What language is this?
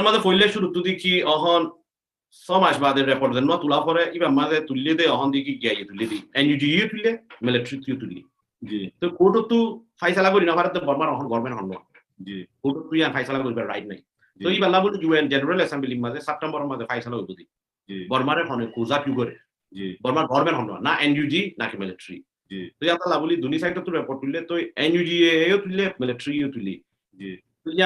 Rohingya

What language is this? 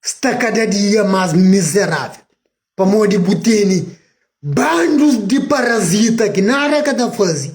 Kabuverdianu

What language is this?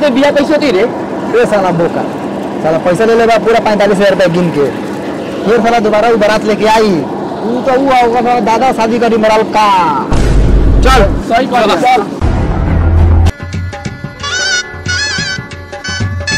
Bhojpuri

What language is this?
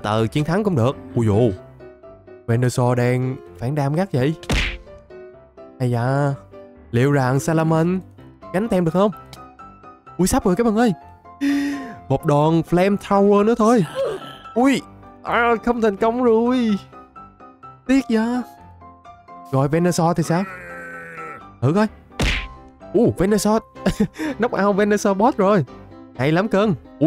Vietnamese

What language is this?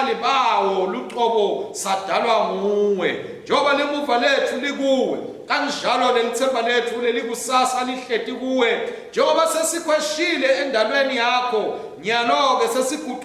Swati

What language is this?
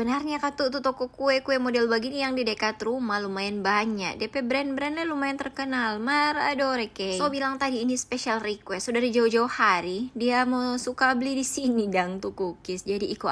Manado Malay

